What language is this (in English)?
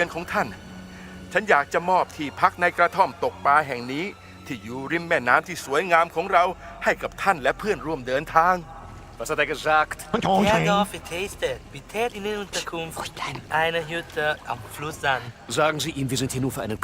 Bavarian